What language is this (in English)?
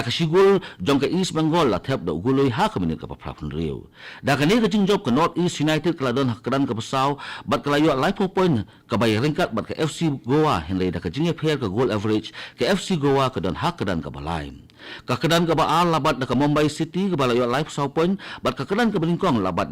Khasi